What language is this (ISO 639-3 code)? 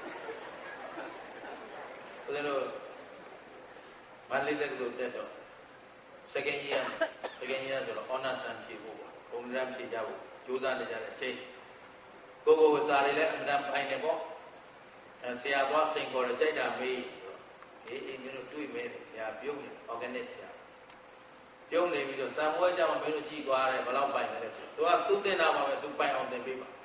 mya